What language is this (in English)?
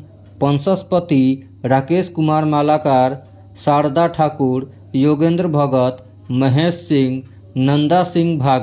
Bhojpuri